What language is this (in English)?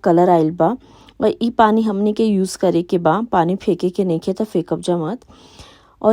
Bhojpuri